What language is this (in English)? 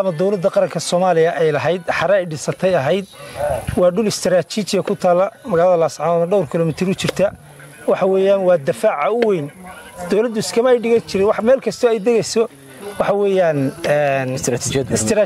Somali